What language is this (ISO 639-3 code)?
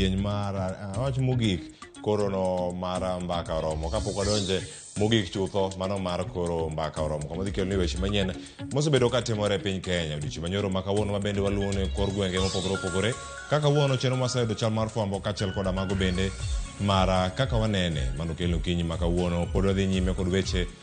luo